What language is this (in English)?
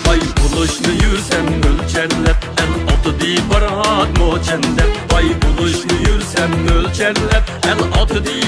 Uyghur